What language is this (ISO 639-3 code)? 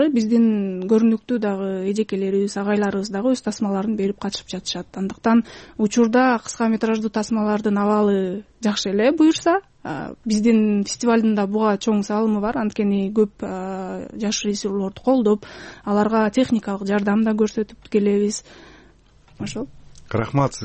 kir